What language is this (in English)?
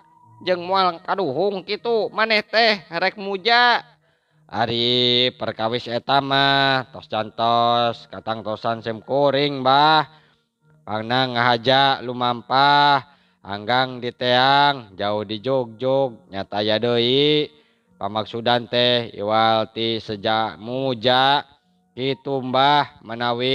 Sundanese